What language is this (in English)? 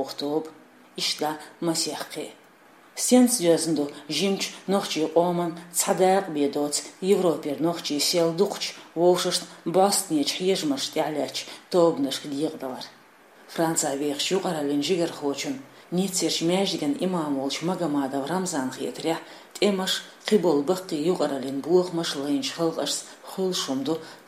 Chechen